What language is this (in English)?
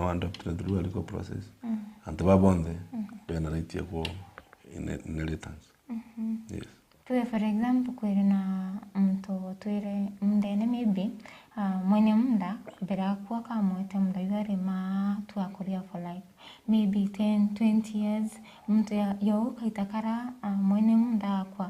Meru